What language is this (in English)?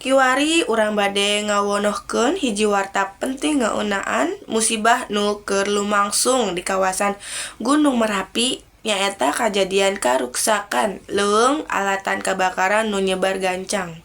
Sundanese